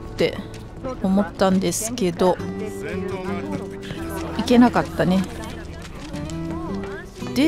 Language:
Japanese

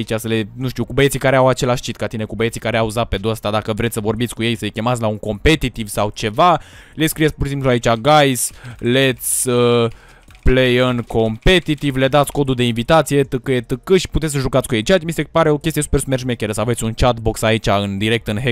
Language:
Romanian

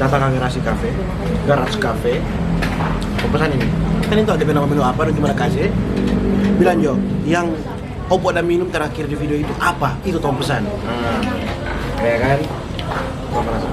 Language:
Manado Malay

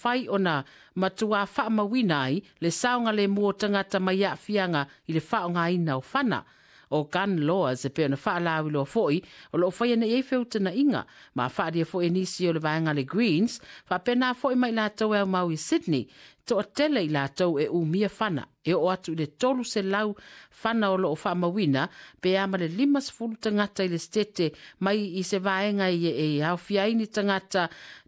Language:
Samoan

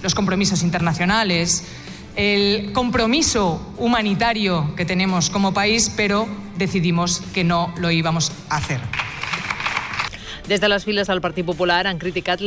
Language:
Catalan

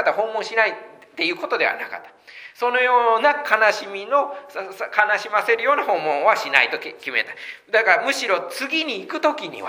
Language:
Japanese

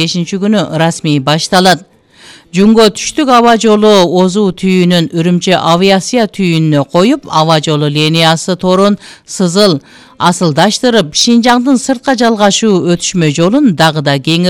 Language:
Kyrgyz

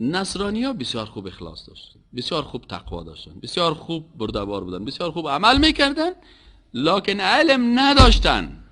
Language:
Persian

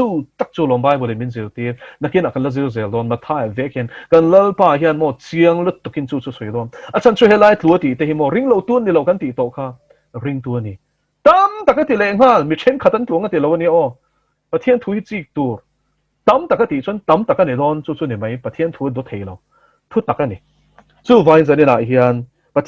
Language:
Mizo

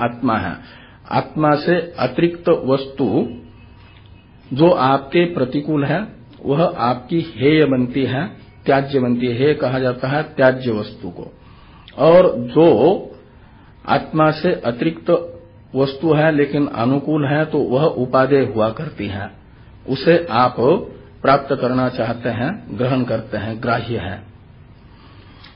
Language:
Hindi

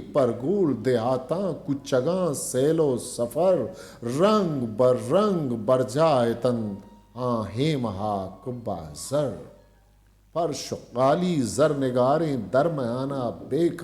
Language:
Eastern Balochi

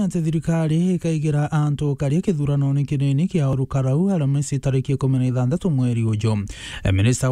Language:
Meru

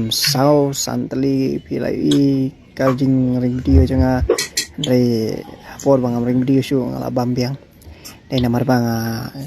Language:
Khasi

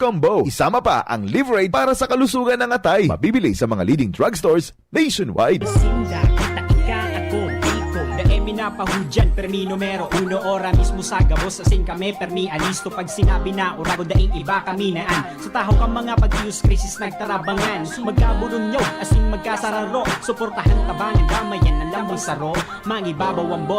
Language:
Bikol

